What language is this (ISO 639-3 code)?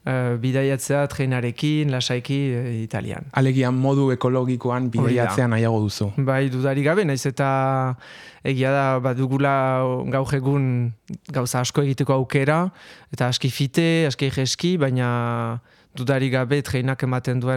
eus